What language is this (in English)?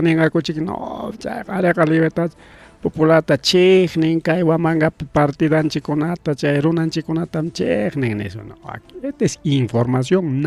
Ayacucho Quechua